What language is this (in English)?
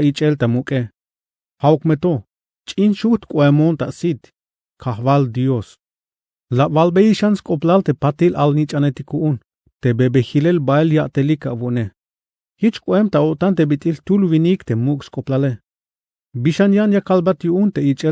Tzeltal